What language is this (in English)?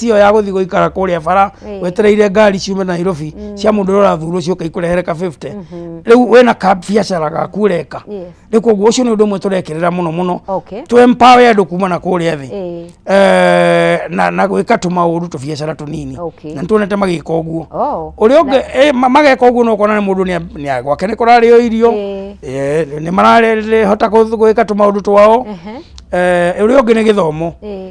Kikuyu